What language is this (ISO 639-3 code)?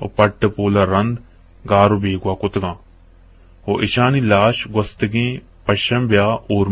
bgp